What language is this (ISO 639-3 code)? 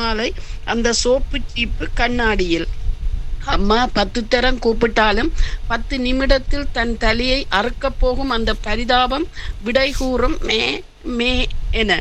tam